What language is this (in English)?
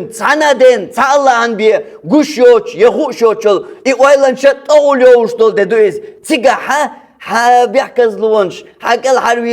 Chechen